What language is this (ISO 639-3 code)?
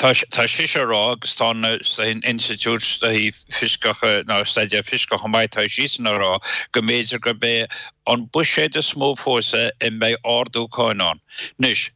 gle